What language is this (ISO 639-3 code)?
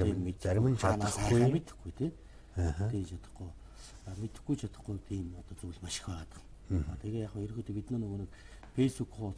mon